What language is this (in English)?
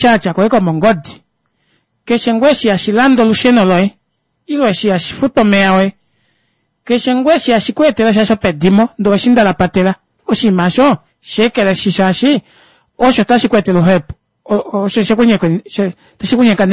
Kuanyama